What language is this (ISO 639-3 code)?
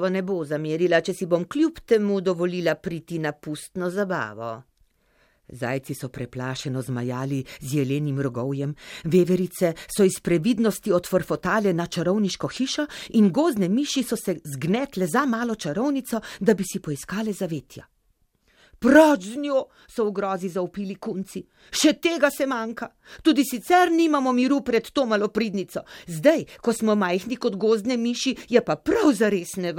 slv